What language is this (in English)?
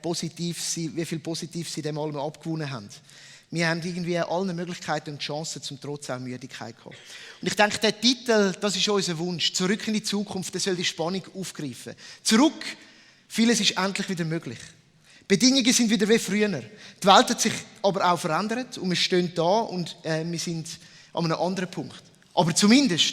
Swiss German